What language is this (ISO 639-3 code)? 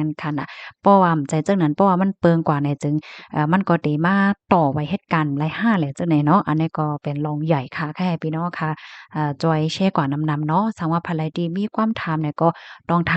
shn